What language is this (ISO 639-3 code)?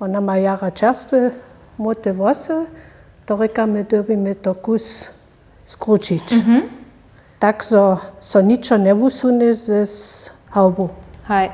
hsb